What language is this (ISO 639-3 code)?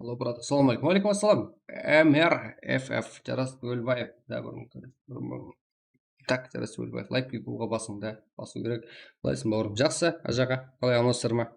kaa